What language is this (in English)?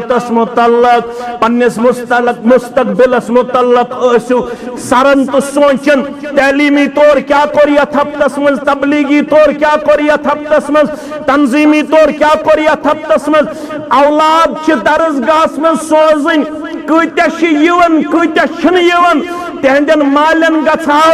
Kashmiri